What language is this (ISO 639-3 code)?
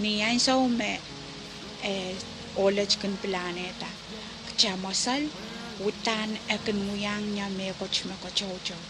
pon